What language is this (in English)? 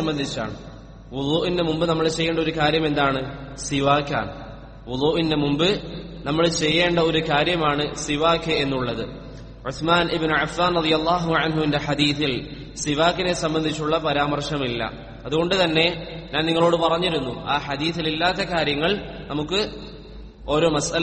Malayalam